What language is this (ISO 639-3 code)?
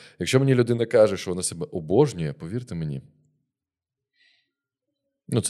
ukr